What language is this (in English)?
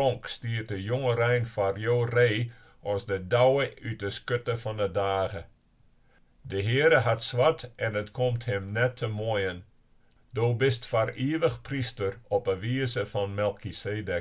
Western Frisian